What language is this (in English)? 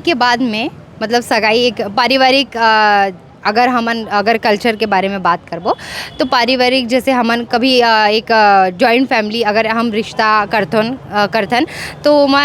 Chhattisgarhi